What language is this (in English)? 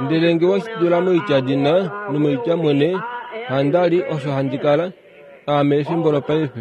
Kuanyama